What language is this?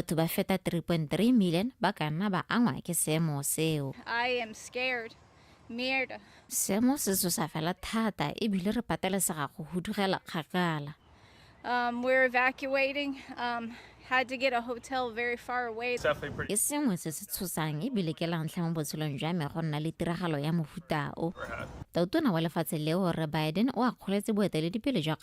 Tswana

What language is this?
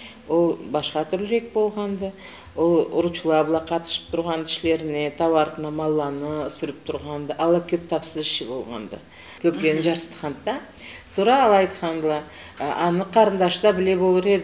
Karachay-Balkar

